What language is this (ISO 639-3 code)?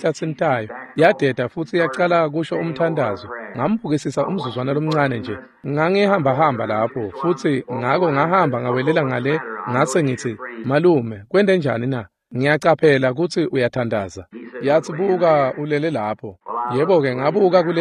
ssw